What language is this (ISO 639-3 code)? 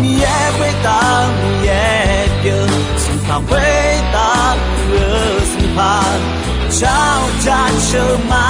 ahk